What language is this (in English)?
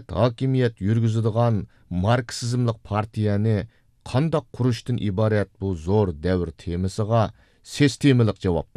Uyghur